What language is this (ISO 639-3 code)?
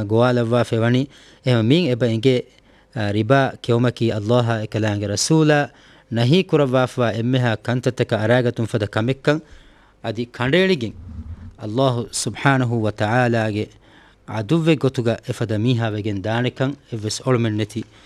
div